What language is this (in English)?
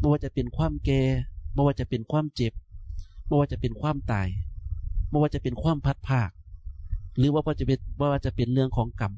Northeastern Thai